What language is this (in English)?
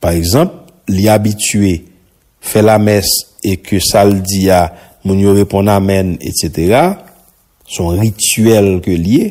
Haitian Creole